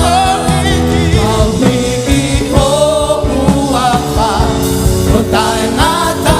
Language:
Tongan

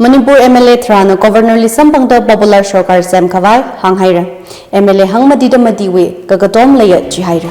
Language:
Tangkhul Naga (India)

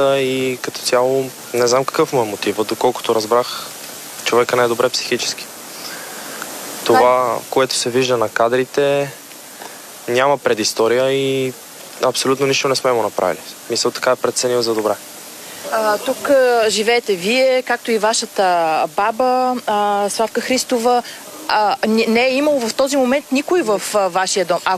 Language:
Bulgarian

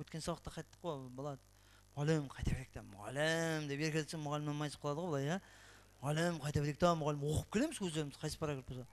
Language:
Kara-Kalpak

